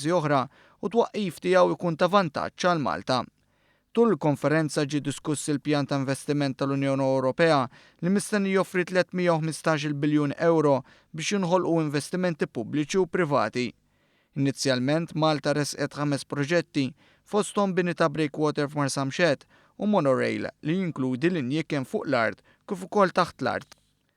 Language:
Maltese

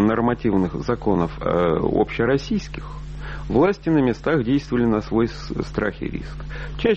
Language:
Russian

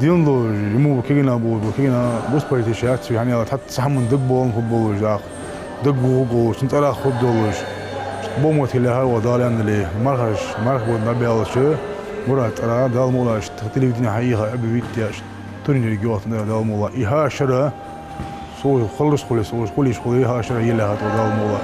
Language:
Ingush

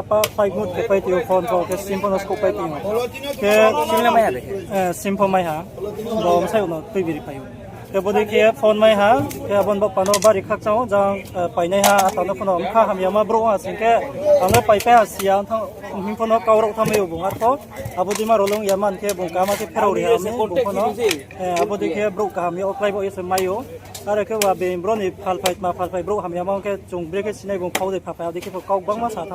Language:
Riang (India)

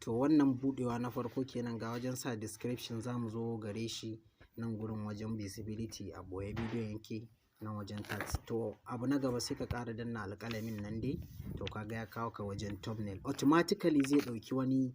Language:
Hausa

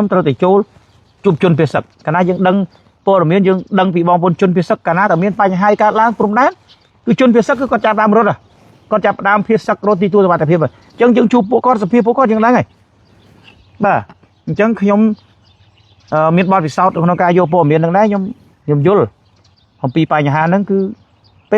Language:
Khmer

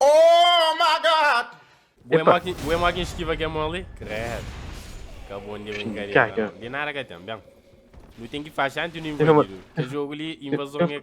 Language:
Kabuverdianu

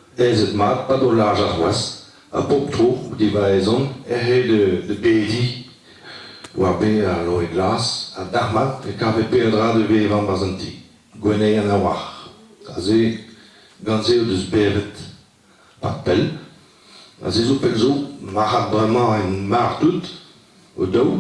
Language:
Breton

